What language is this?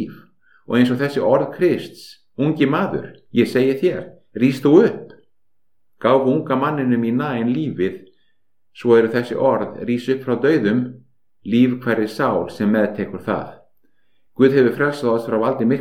Icelandic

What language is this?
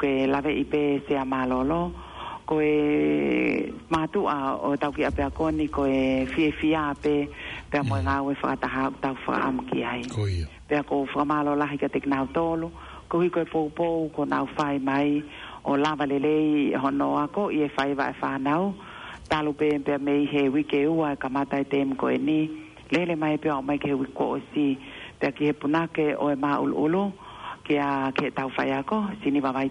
Tongan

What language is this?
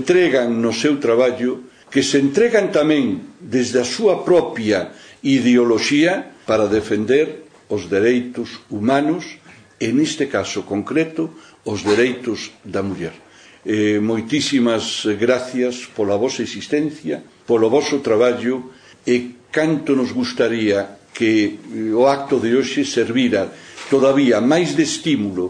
Galician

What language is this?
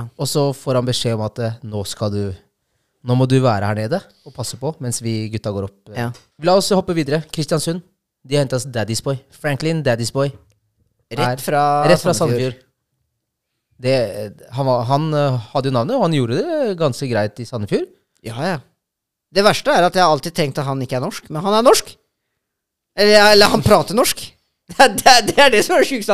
Norwegian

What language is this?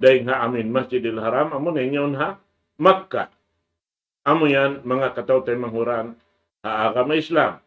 Tausug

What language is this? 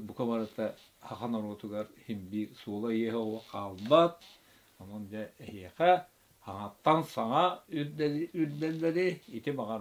Yakut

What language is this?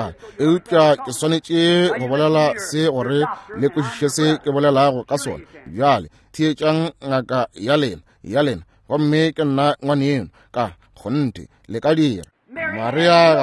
Northern Sotho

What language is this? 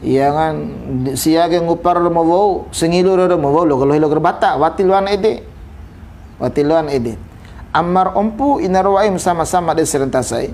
Bima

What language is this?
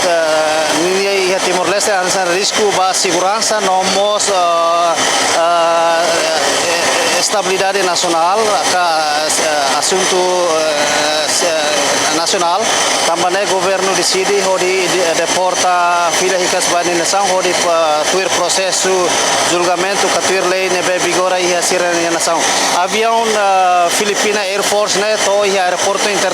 Tetum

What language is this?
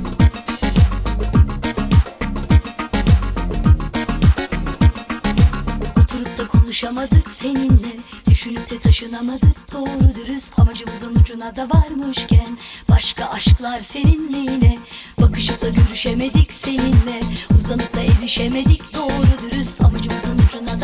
Turkish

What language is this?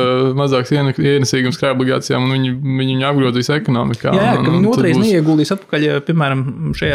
Latvian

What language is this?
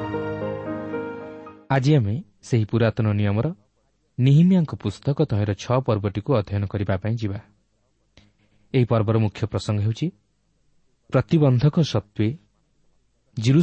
Odia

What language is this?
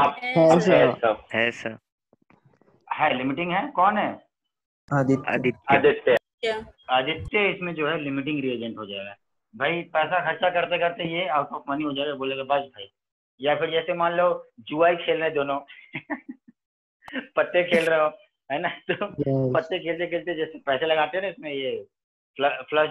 Hindi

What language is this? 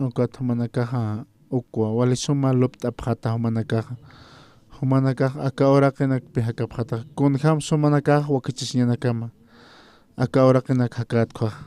Aymara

